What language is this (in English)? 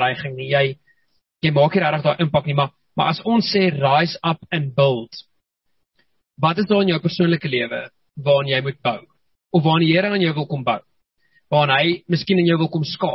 Afrikaans